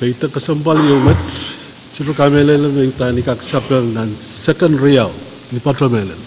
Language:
Pohnpeian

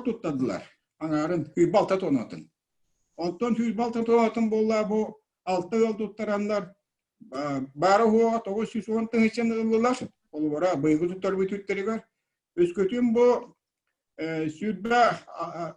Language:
Yakut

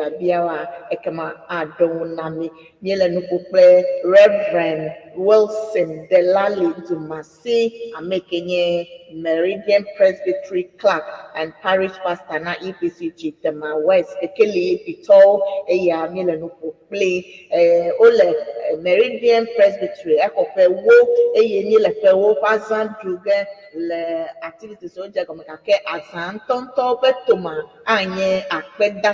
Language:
Ewe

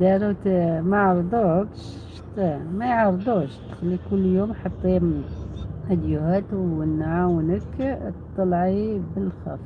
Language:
Algerian Arabic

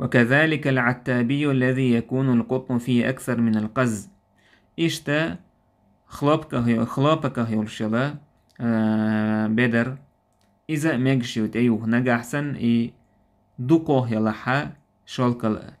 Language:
Chechen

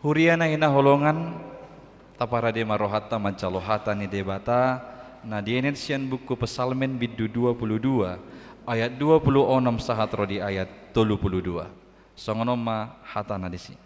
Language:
Batak Toba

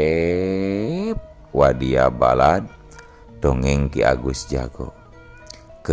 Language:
Sundanese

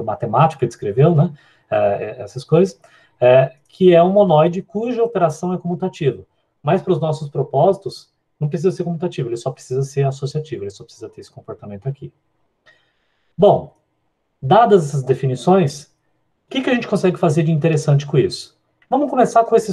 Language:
Portuguese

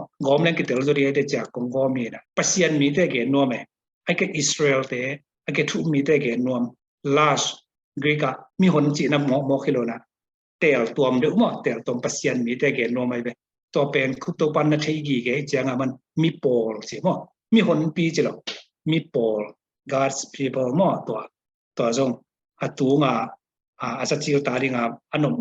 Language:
Tedim Chin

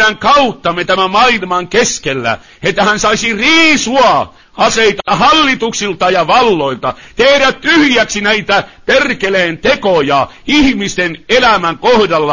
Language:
Finnish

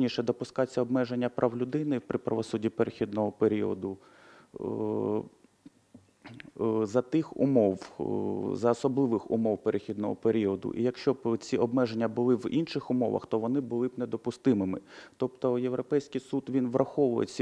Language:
Ukrainian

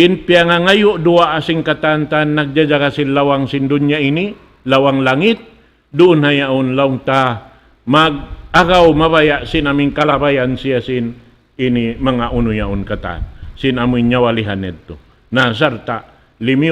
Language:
Tausug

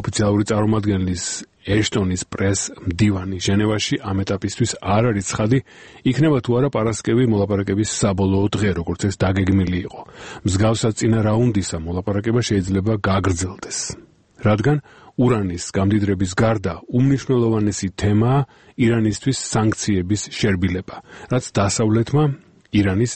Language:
Georgian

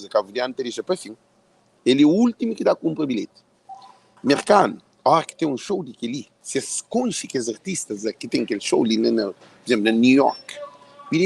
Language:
Kabuverdianu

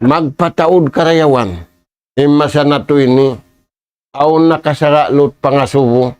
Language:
Tausug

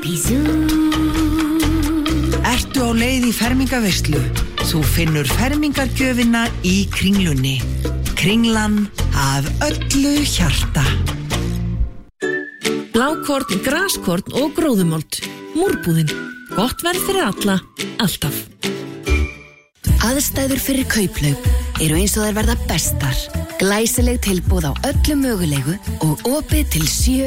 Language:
Icelandic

